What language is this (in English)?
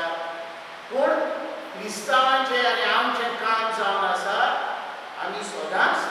Konkani